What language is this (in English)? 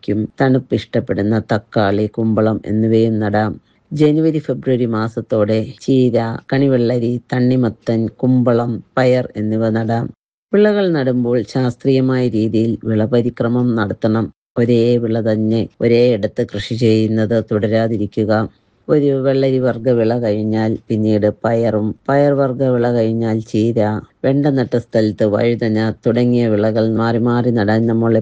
Malayalam